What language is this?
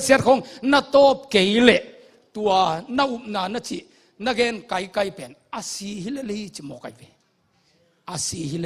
Tedim Chin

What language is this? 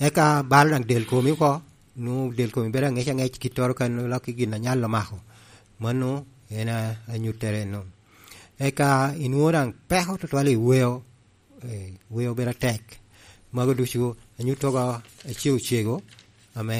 Lango (Uganda)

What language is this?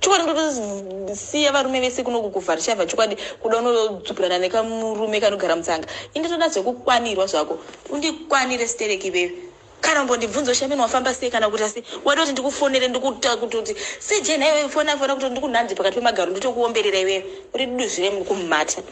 Shona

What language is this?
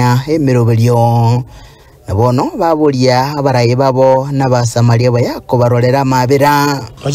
Gusii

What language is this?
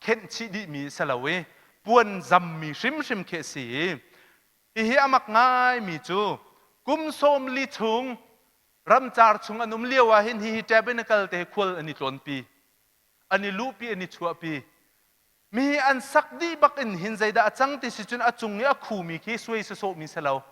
Hakha Chin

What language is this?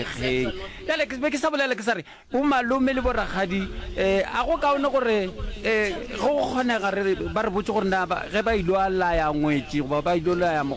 Northern Sotho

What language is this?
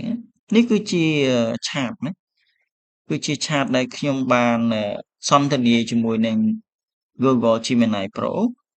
Khmer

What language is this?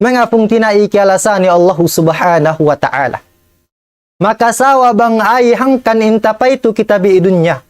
Tausug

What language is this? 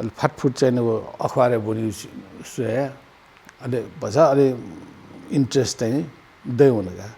Newari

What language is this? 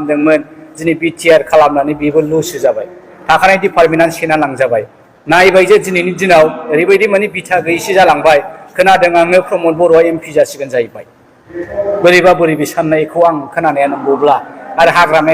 Bodo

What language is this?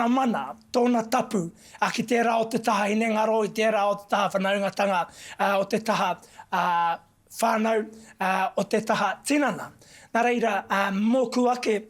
Māori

